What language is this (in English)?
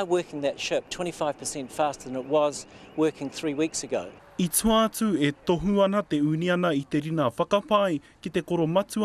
Māori